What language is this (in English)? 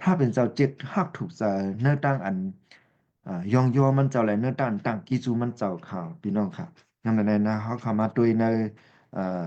Shan